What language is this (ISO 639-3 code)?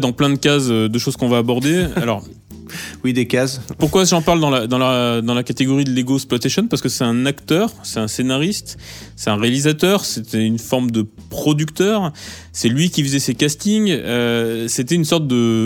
fra